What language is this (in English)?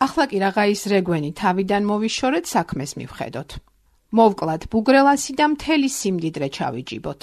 Georgian